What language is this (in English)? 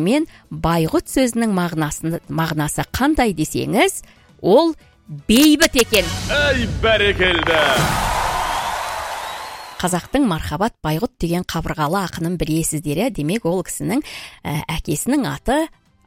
Kazakh